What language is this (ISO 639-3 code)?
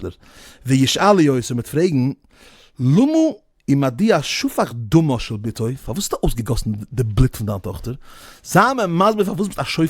yid